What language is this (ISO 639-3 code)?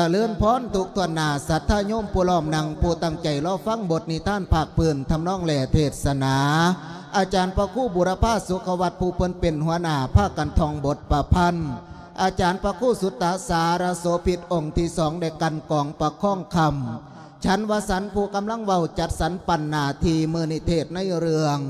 lao